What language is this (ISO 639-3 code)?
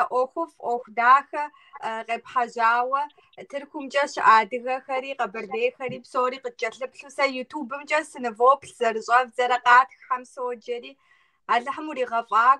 kbd